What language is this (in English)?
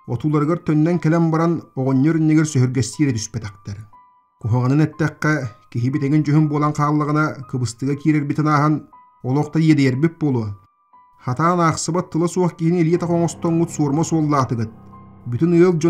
Yakut